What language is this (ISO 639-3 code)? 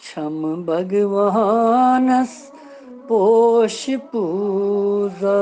kas